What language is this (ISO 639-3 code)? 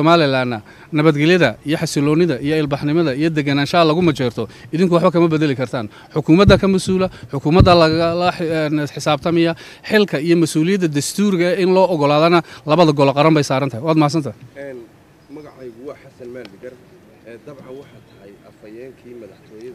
som